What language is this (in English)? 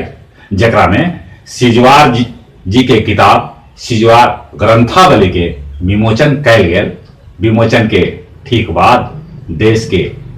Magahi